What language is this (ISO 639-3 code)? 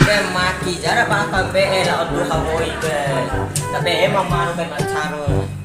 bhp